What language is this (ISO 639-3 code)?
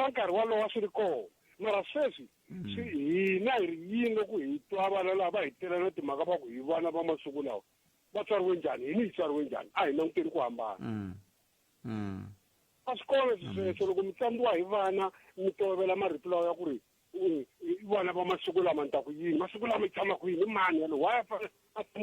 tso